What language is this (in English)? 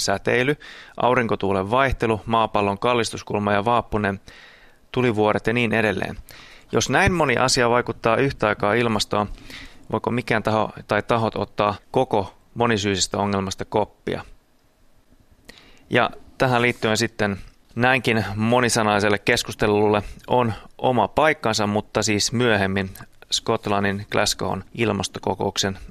Finnish